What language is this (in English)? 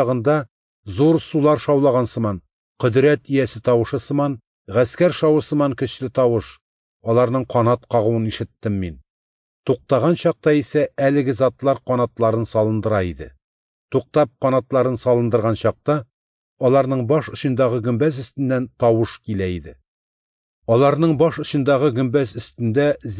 Tatar